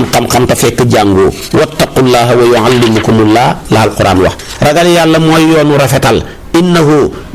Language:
Wolof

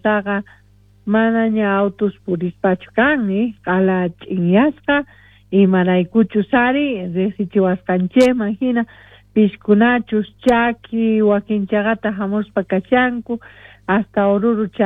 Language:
South Bolivian Quechua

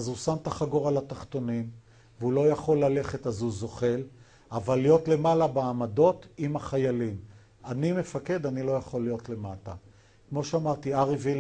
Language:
Hebrew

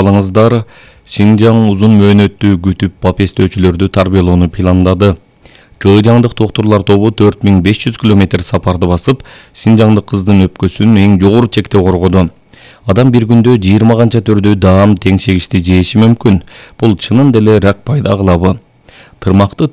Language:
Kyrgyz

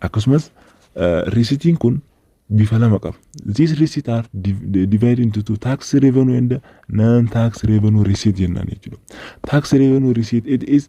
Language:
Oromo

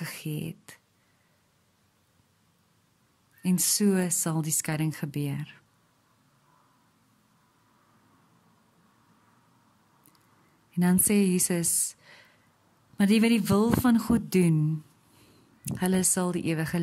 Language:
Afrikaans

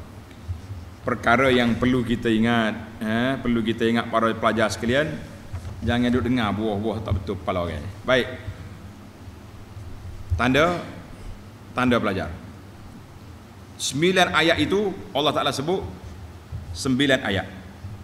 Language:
Malay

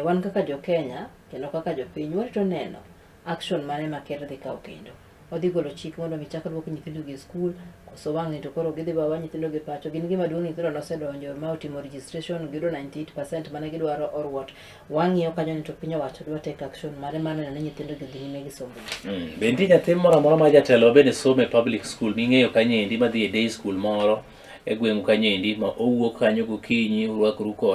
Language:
Luo (Kenya and Tanzania)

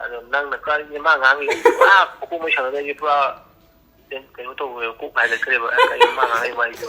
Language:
Manipuri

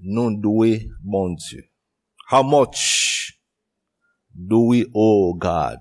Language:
Haitian Creole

